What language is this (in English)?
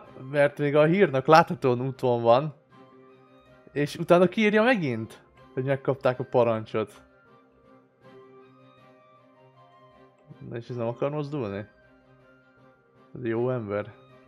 Hungarian